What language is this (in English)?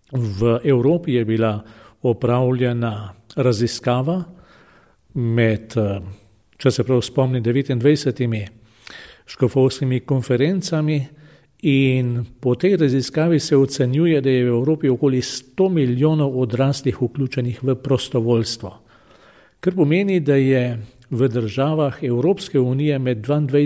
Slovenian